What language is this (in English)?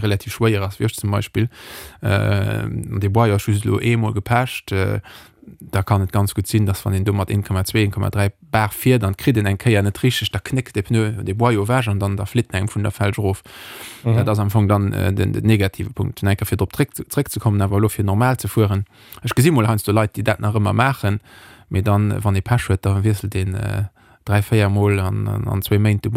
Luxembourgish